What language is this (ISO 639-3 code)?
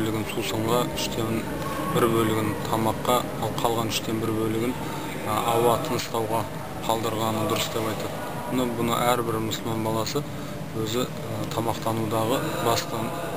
kaz